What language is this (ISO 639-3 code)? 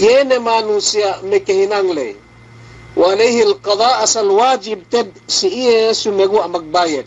yka